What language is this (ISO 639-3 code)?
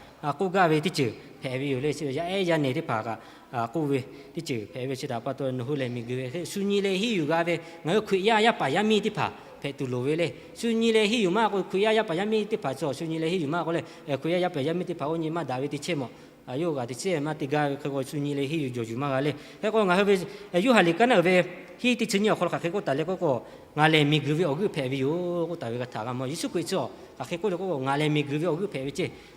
lhu